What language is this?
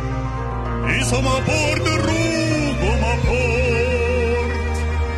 Hungarian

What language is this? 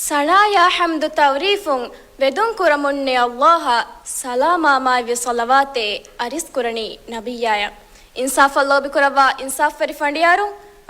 Divehi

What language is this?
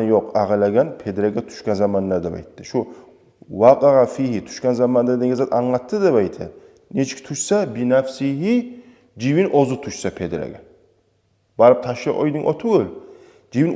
Kumyk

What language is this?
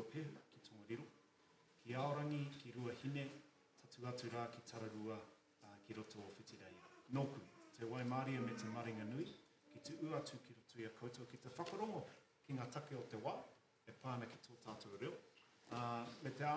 Māori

